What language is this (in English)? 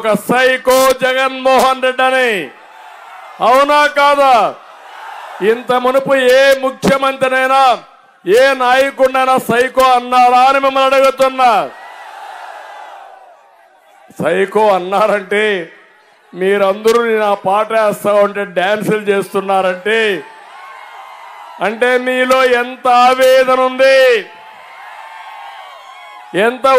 Telugu